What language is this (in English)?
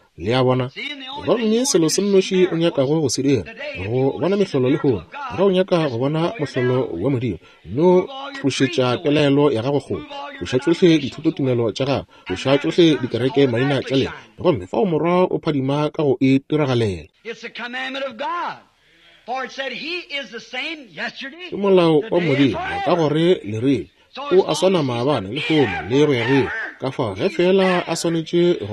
Northern Sotho